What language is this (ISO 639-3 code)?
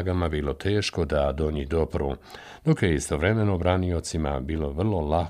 bos